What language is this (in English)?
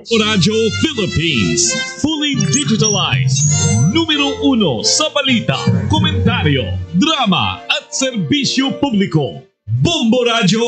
Bikol